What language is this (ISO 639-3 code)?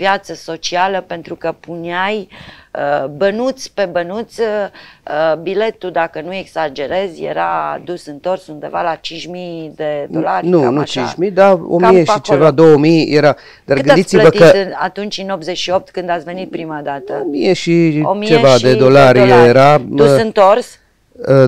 ron